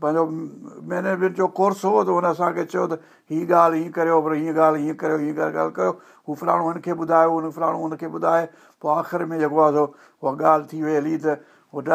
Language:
Sindhi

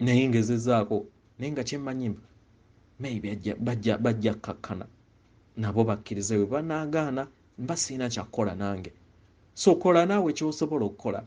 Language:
Ganda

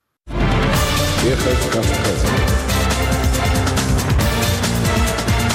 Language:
Russian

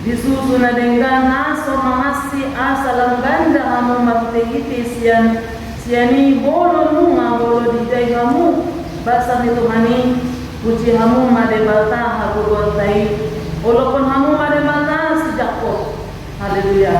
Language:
Batak Toba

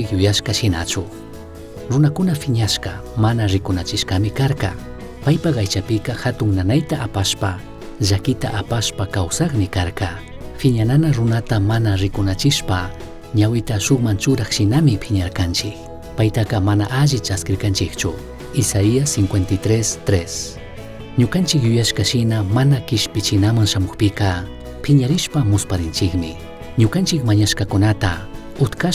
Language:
Chimborazo Highland Quichua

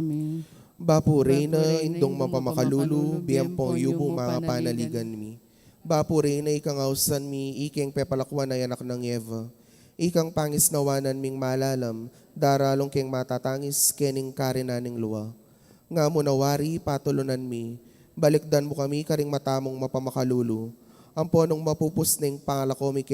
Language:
Pampanga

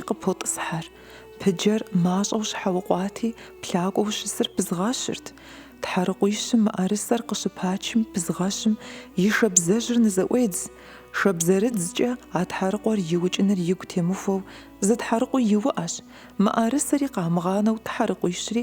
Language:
Kabardian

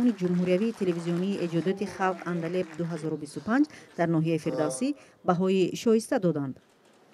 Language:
Tajik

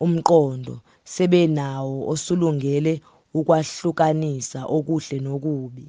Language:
Zulu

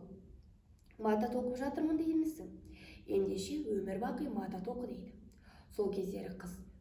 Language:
Kazakh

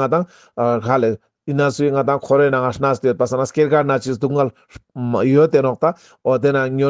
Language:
Ladakhi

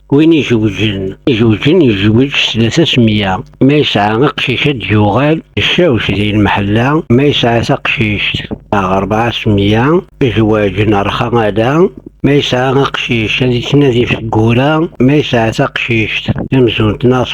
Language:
Kabyle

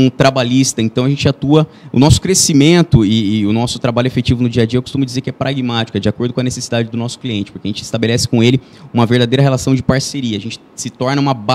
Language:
Portuguese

